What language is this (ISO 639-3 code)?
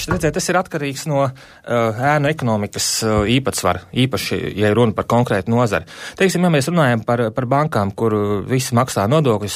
lav